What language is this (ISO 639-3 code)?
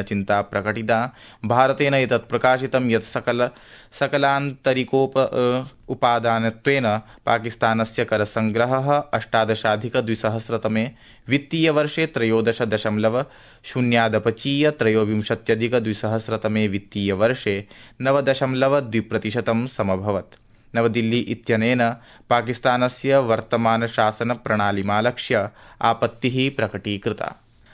san